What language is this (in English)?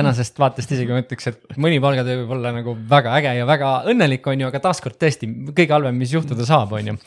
Estonian